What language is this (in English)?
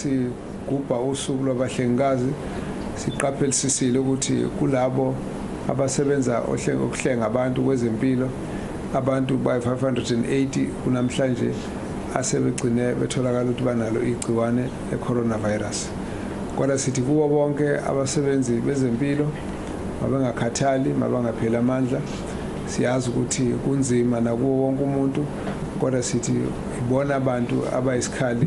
Zulu